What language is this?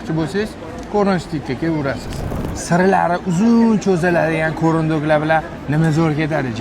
Uzbek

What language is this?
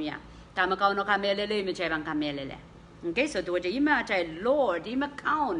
Pohnpeian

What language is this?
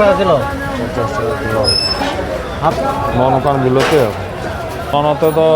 Santali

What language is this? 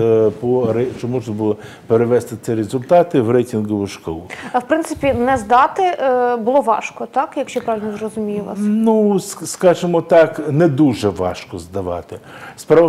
Ukrainian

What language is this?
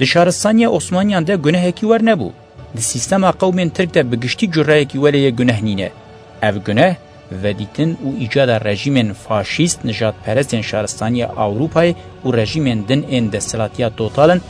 Kurdish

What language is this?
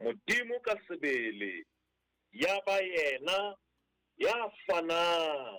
Southern Sotho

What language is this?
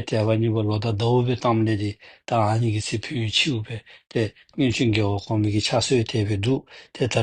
Dzongkha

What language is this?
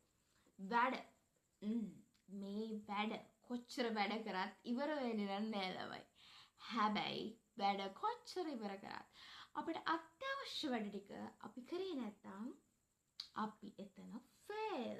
Sinhala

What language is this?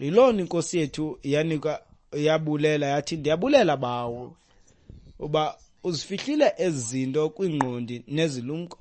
Xhosa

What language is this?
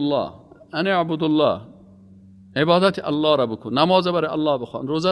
Persian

